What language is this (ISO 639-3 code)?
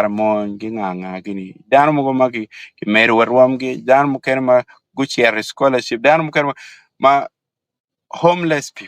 ach